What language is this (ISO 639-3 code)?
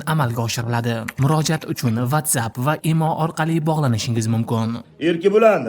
uzb